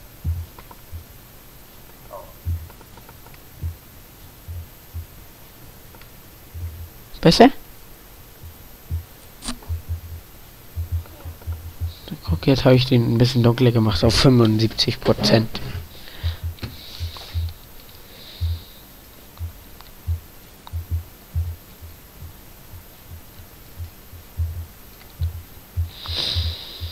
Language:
German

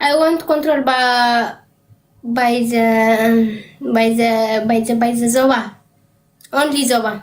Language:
Tigrinya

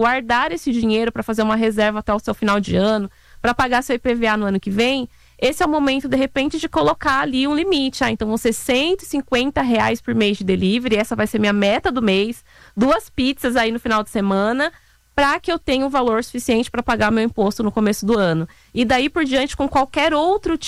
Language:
Portuguese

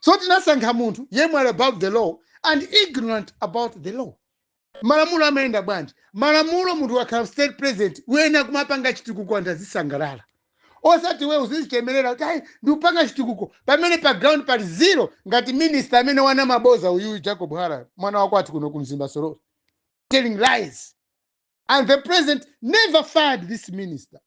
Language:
Nyanja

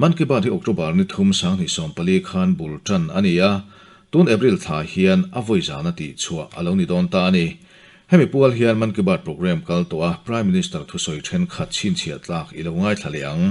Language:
Mizo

